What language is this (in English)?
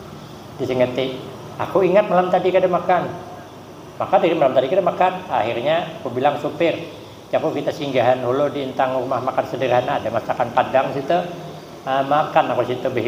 Banjar